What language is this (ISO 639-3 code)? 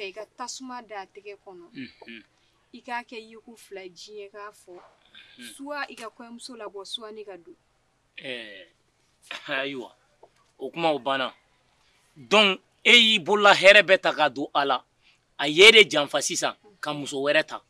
bam